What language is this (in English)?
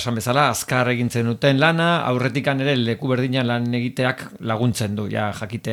Basque